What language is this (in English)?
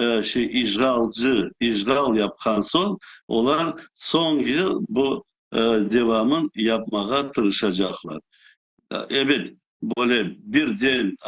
Crimean Tatar